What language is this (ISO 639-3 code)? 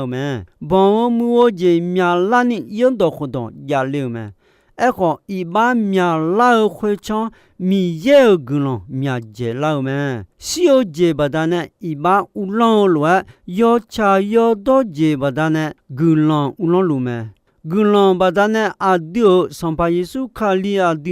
ahk